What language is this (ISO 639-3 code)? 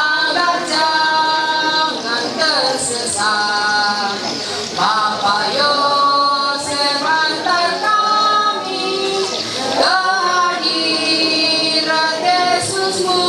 mhy